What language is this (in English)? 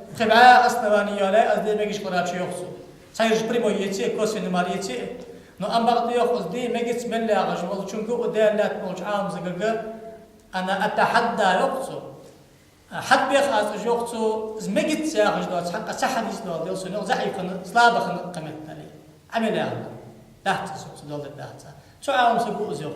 Ingush